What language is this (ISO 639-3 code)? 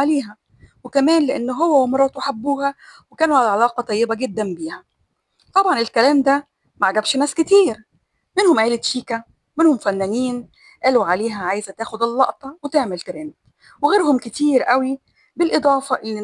arz